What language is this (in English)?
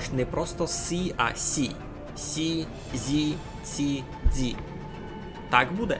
Rusyn